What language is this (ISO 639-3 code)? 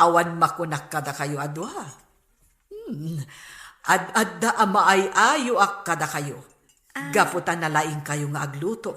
ilo